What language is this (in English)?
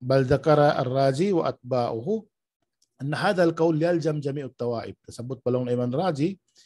Tausug